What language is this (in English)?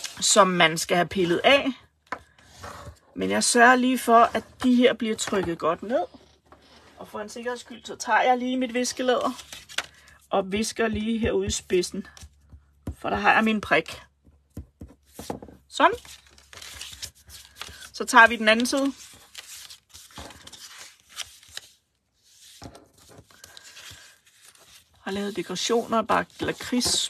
Danish